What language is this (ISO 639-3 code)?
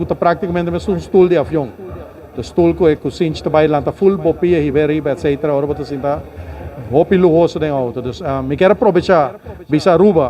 pap